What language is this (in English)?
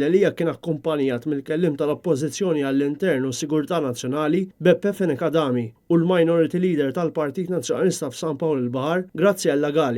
Maltese